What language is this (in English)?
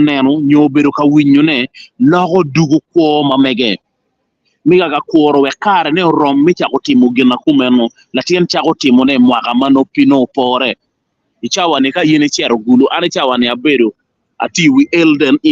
Acoli